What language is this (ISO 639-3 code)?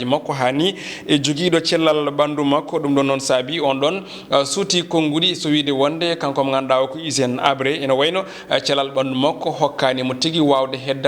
ful